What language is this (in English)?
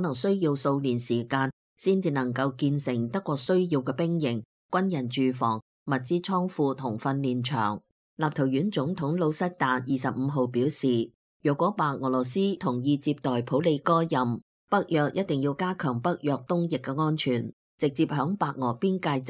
Cantonese